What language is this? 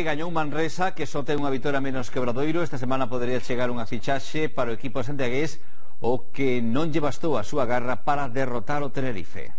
Galician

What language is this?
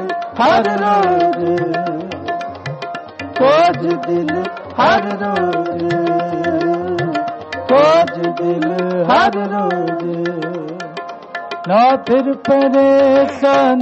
Punjabi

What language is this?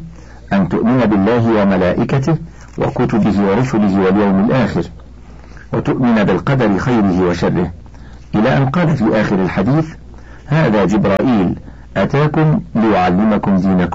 Arabic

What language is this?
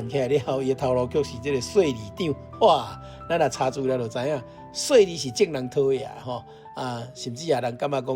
Min Nan Chinese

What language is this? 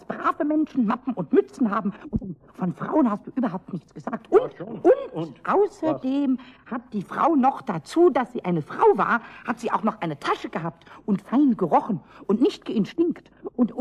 German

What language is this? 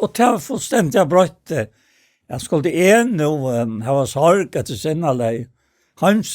Faroese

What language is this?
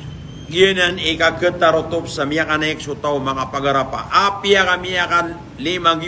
Maranao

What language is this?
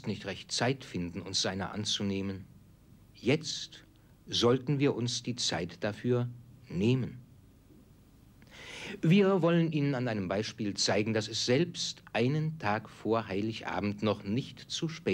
German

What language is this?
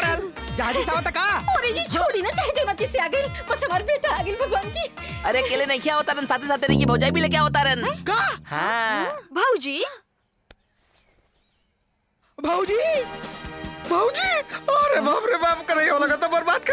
Bhojpuri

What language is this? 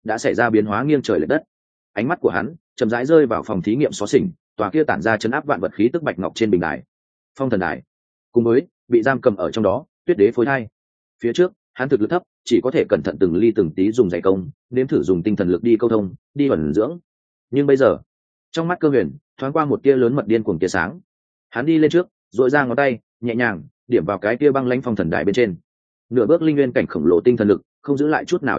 Vietnamese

